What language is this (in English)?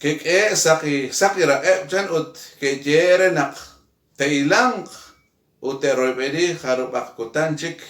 Kekchí